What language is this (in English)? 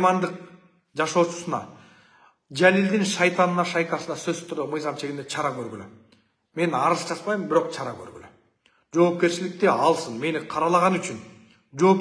Kyrgyz